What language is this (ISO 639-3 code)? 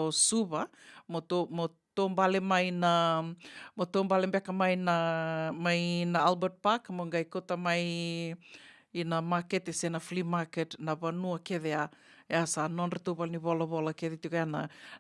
fij